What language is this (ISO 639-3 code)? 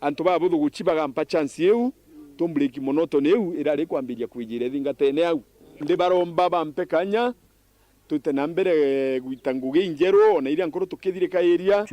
mer